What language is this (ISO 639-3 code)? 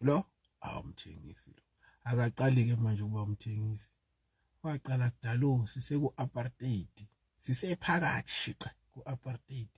zul